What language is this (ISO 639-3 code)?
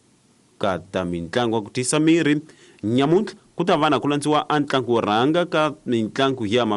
tso